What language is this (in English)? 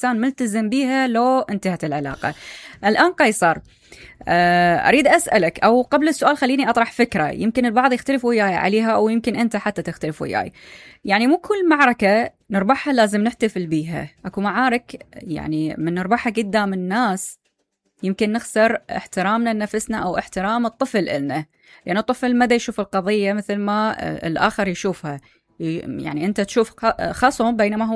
Mesopotamian Arabic